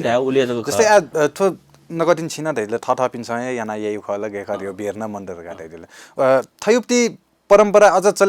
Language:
Newari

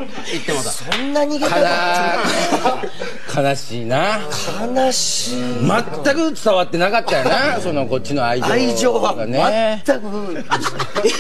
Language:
Japanese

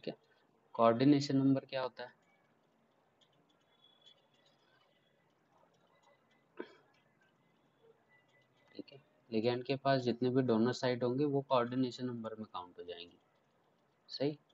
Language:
Hindi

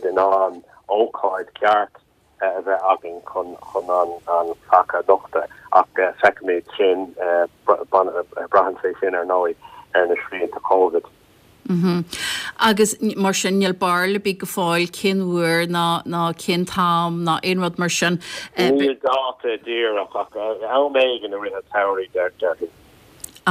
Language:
Irish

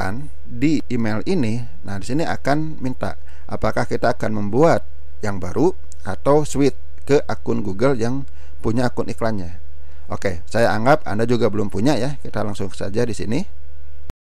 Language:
Indonesian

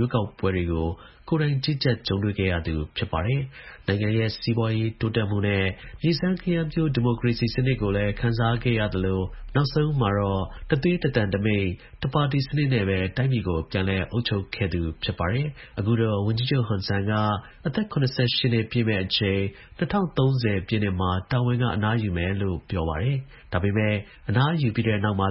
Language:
Burmese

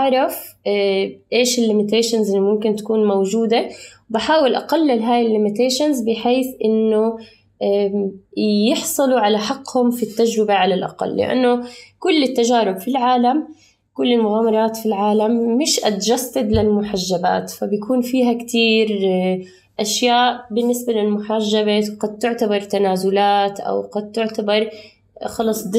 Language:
North Levantine Arabic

